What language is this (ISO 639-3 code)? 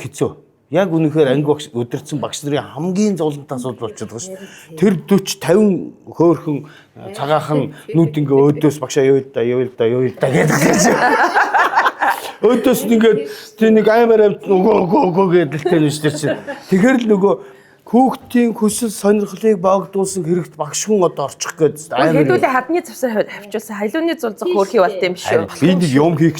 mon